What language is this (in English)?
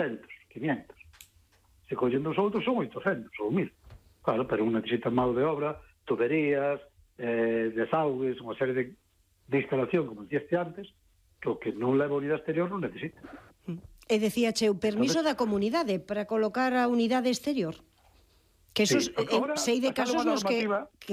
Galician